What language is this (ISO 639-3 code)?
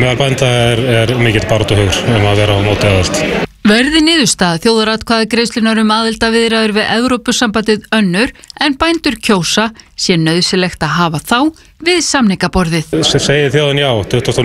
isl